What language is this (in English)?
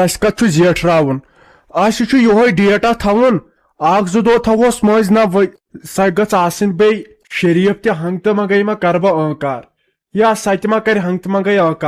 Kashmiri